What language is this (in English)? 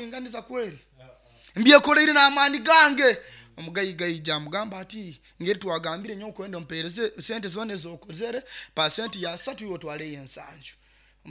Nyoro